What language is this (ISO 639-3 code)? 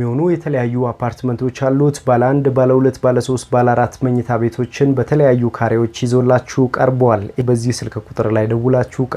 amh